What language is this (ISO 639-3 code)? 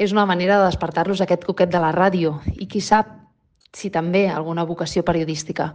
cat